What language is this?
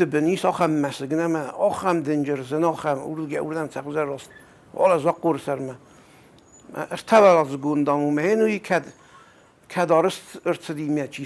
Ossetic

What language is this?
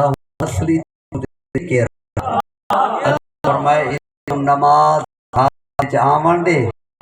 Saraiki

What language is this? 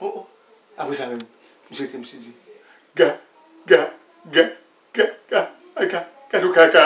Haitian Creole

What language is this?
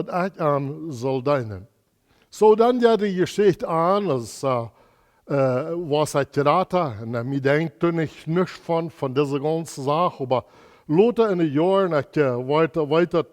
Plautdietsch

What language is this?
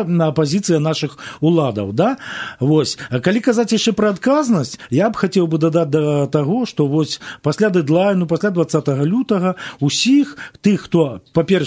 Belarusian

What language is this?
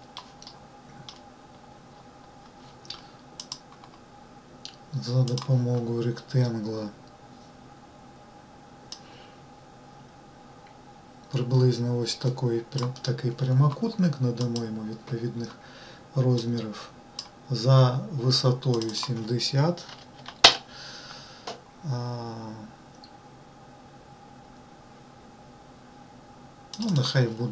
Ukrainian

